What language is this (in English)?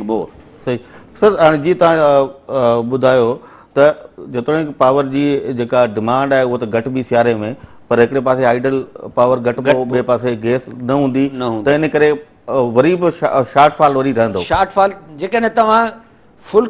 Sindhi